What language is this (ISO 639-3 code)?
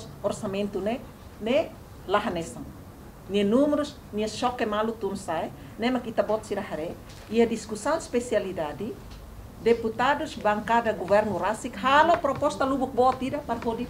tet